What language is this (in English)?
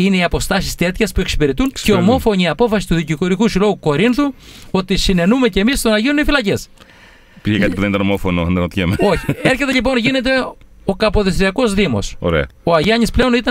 Greek